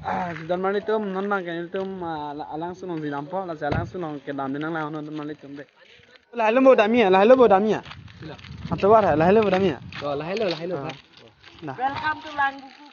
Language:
Karbi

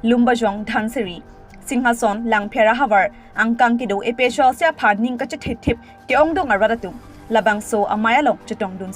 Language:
Karbi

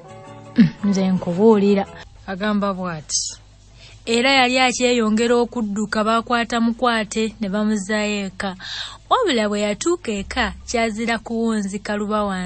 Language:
Ganda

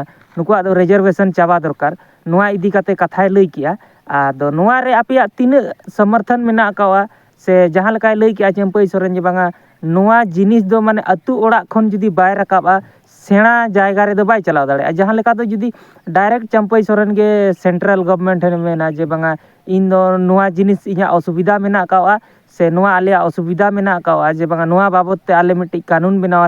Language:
Santali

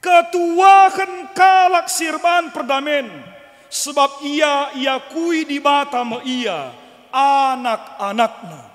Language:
Batak Karo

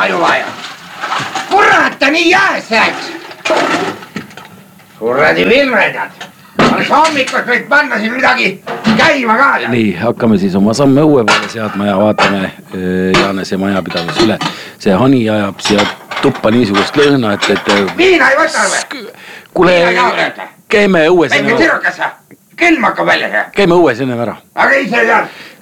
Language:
Estonian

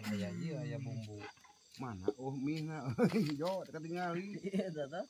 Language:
Sundanese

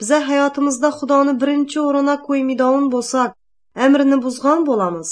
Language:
Azerbaijani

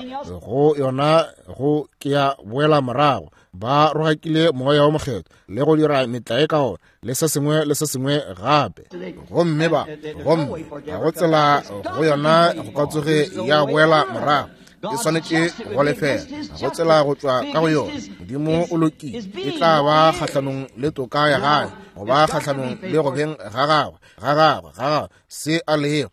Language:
Northern Sotho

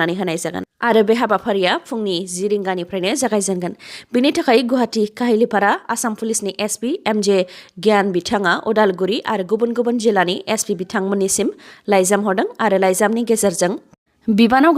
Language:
Bodo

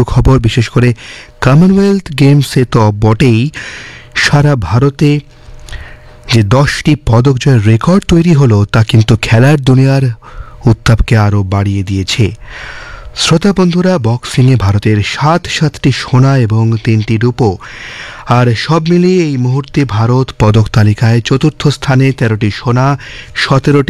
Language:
Bangla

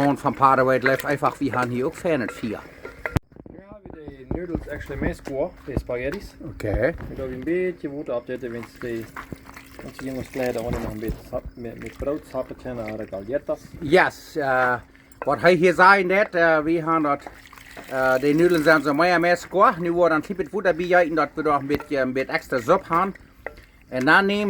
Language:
Plautdietsch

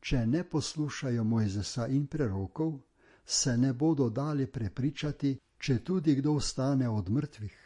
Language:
Slovenian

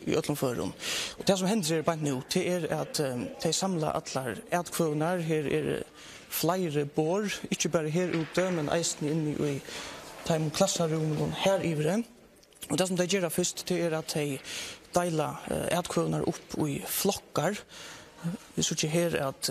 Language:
Faroese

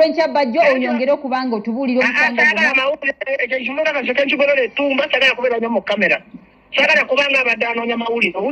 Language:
Ganda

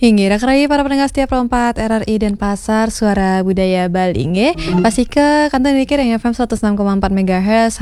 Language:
Balinese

